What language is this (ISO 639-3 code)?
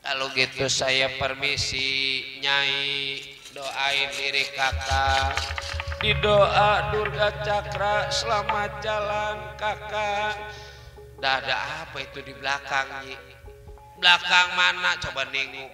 bew